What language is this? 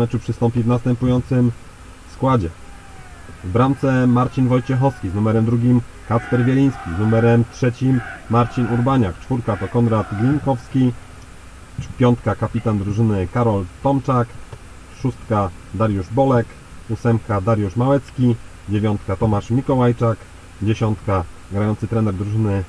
Polish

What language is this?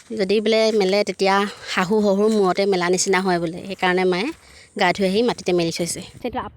Assamese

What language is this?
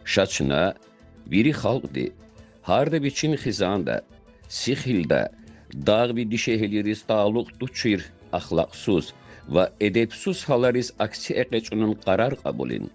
Lezghian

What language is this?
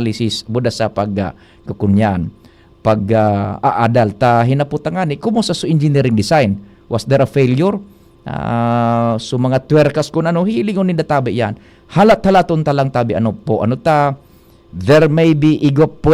Bikol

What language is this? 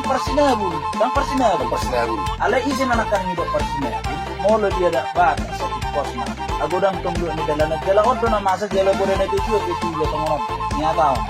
Batak Toba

